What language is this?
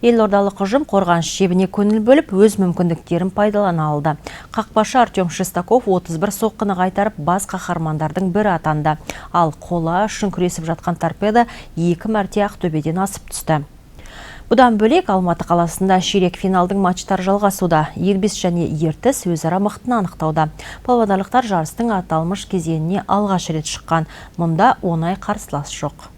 Kazakh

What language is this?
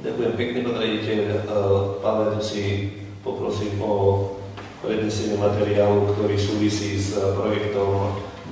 Slovak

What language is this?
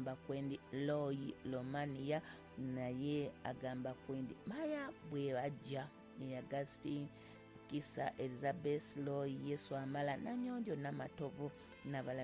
Ganda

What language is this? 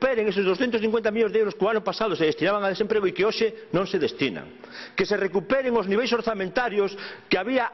Galician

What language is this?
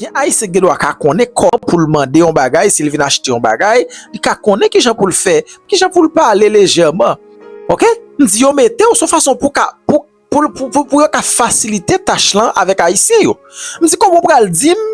Haitian Creole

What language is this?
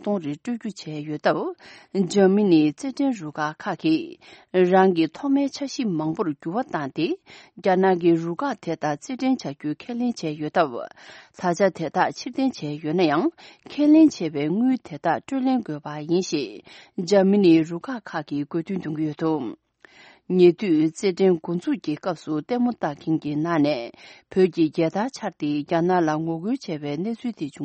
Tibetan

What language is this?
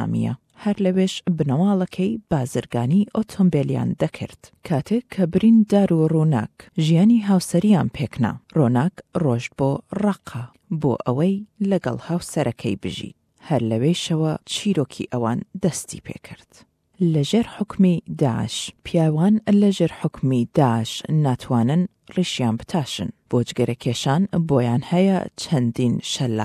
Central Kurdish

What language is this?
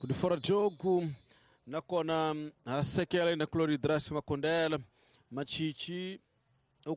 Tsonga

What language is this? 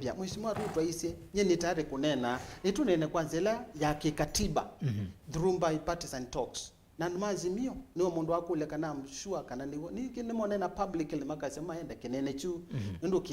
Kamba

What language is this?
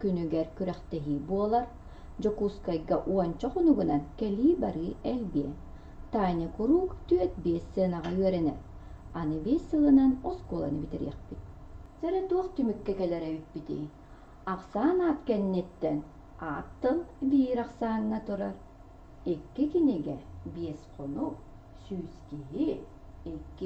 Yakut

